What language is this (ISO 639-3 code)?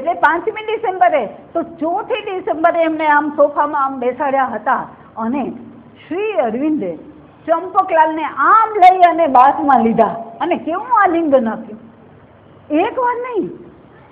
guj